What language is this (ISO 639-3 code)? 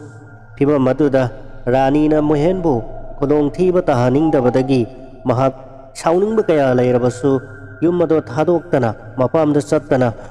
mni